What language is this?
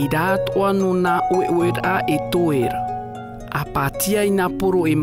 Tahitian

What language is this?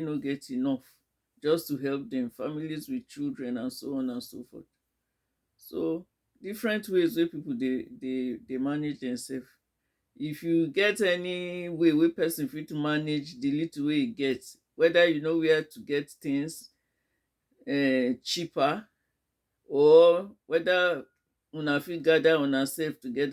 Nigerian Pidgin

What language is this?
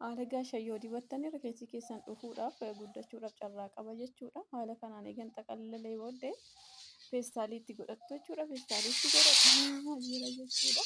Oromo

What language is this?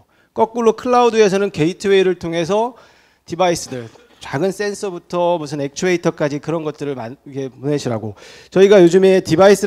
Korean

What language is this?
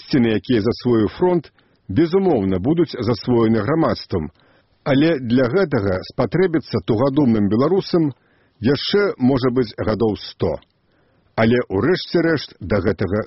Belarusian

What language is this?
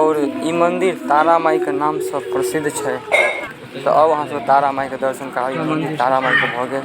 Maithili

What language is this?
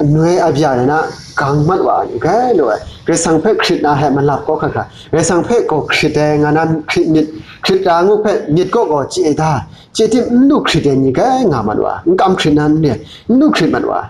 Kachin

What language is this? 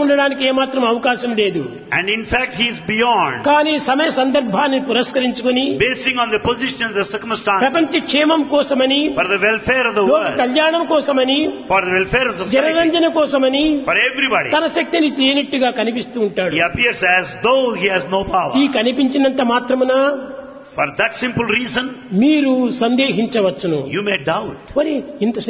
Telugu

